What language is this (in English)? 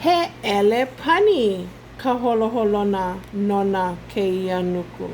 Hawaiian